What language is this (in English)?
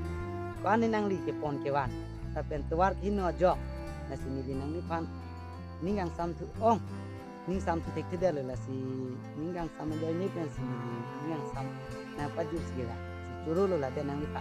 Karbi